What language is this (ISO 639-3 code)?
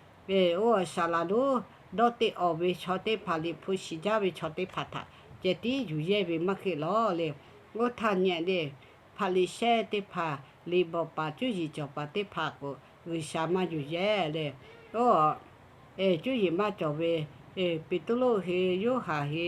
lhu